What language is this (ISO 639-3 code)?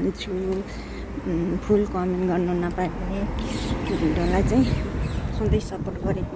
nep